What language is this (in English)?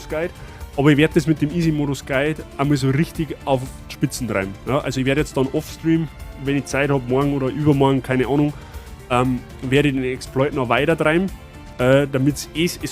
Bavarian